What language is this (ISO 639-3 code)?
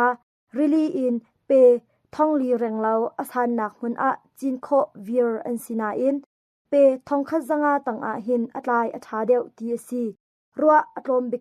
cnh